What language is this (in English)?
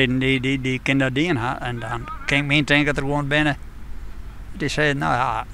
Western Frisian